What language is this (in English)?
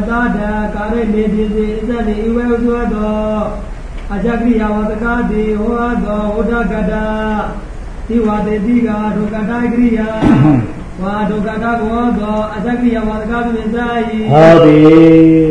Burmese